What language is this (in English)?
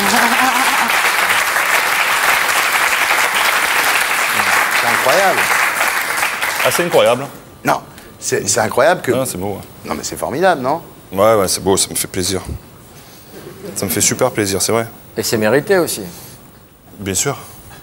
French